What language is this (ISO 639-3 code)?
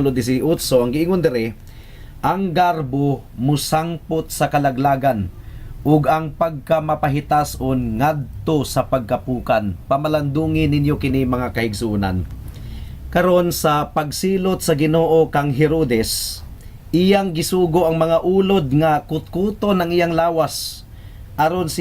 ceb